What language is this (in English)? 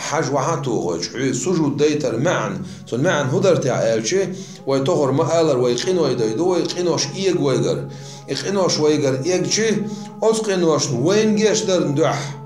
Chechen